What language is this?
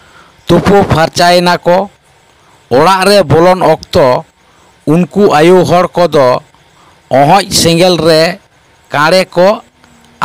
Santali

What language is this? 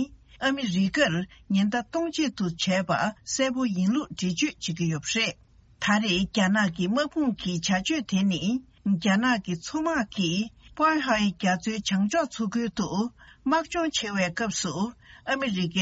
Tibetan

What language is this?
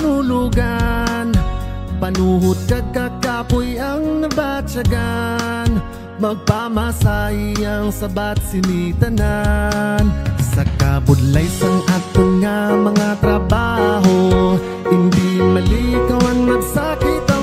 Hiligaynon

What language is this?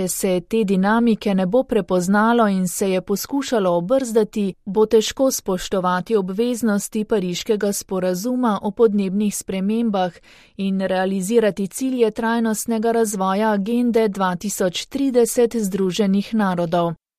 Slovenian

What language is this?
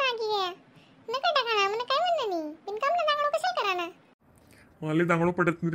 Khandesi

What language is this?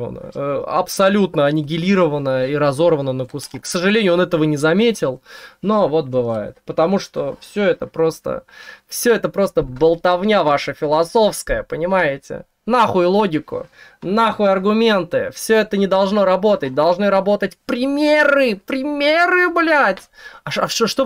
Russian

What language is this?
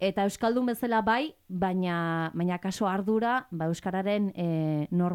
Basque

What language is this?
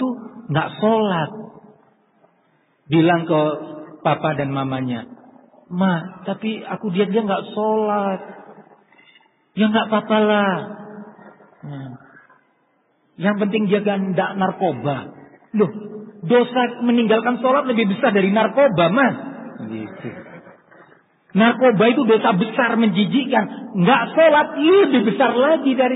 Indonesian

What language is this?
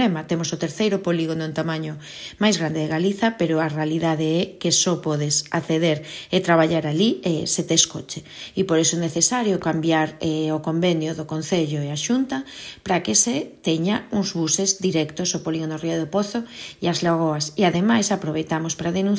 Galician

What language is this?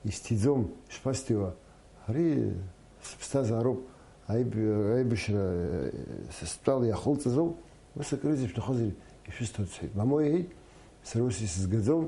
Abkhazian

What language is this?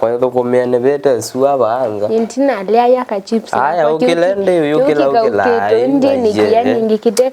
Kamba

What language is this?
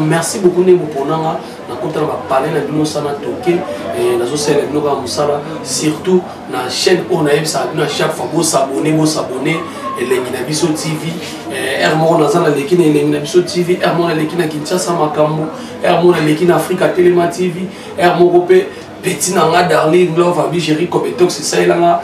Lingala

